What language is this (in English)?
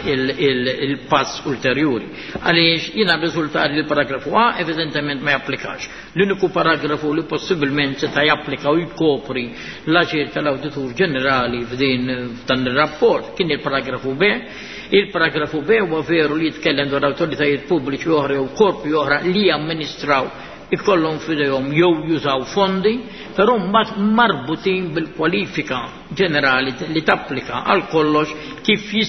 Maltese